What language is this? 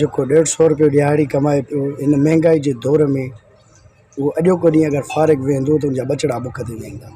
Sindhi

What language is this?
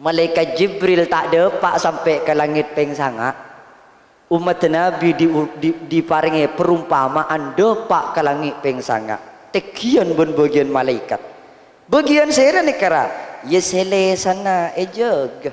Madurese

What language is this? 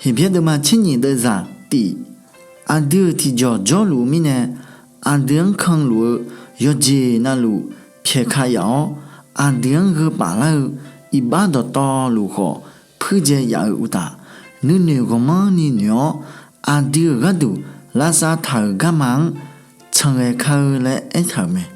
Akha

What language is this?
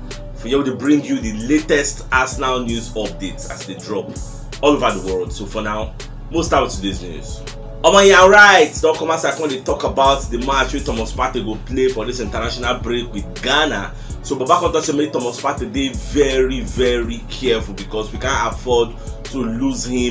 Nigerian Pidgin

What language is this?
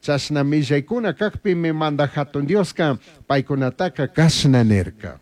Chimborazo Highland Quichua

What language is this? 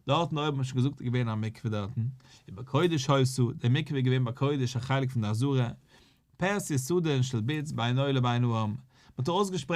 Yiddish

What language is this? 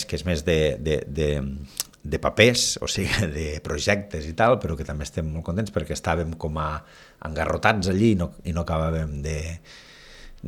Catalan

